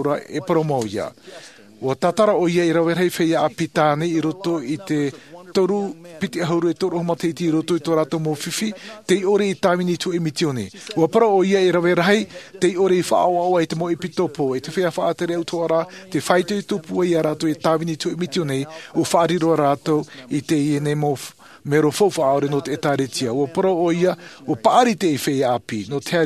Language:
Tahitian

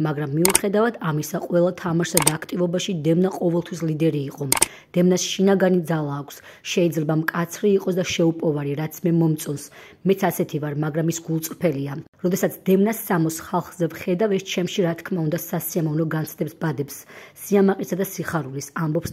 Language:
Georgian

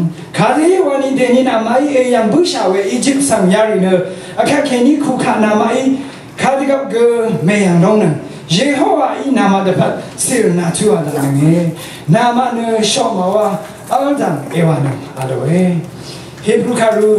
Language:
Rawang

